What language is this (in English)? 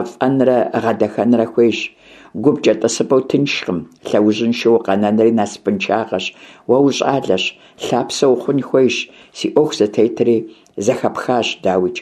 Kabardian